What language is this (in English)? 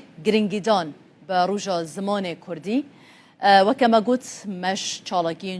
Kurdish